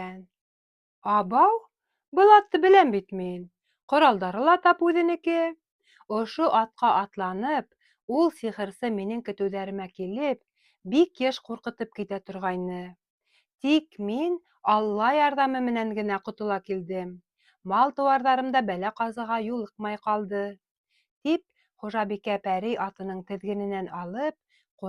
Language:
Bashkir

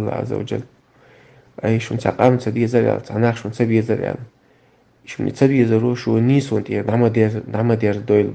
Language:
Chechen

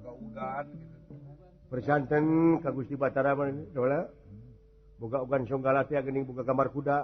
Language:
Sundanese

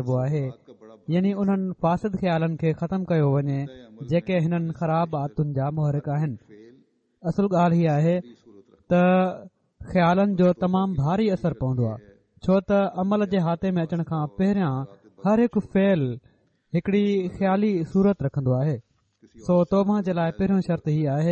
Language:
Sindhi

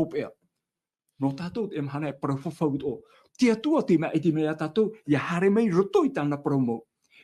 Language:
Tahitian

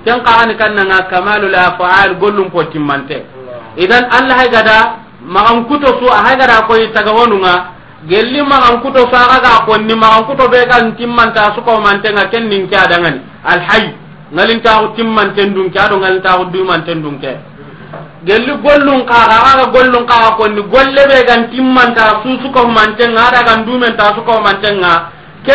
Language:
Soninke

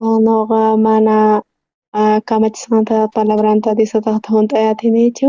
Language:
South Bolivian Quechua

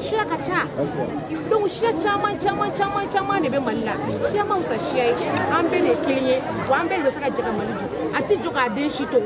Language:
Bambara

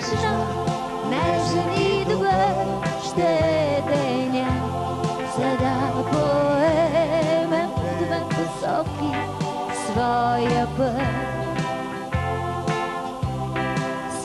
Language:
Bulgarian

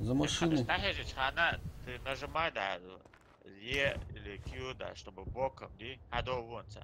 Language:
Ingush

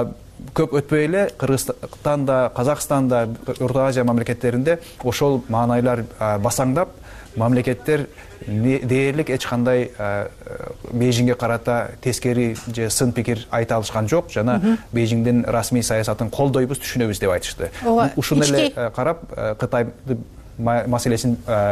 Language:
Kyrgyz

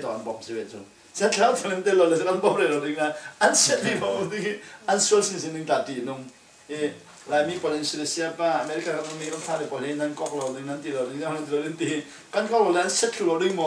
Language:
Falam Chin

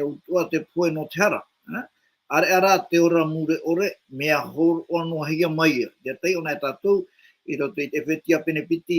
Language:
Tahitian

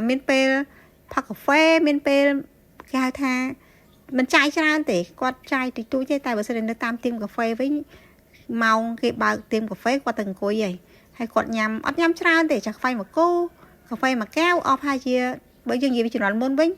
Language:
Khmer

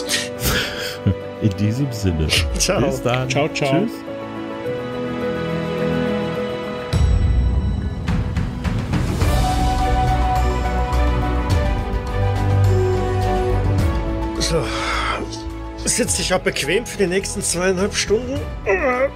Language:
German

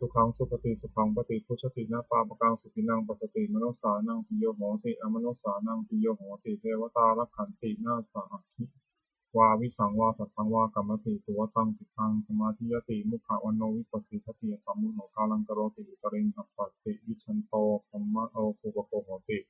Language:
Pali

